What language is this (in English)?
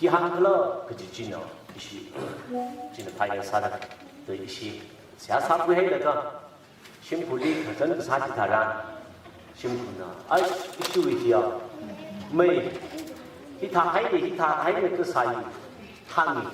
Tangkhul Naga (India)